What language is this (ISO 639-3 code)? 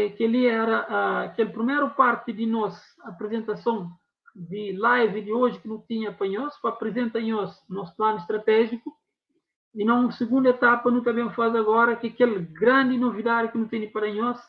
kea